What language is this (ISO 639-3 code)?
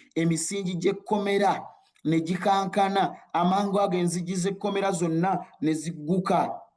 lug